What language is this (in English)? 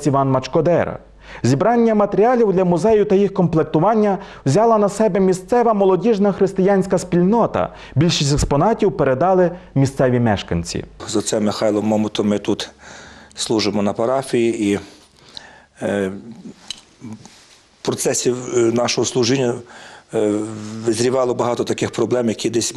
Ukrainian